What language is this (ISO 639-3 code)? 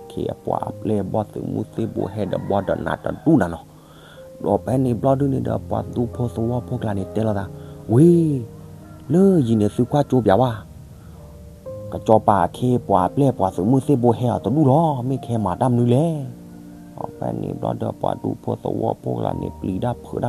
ksw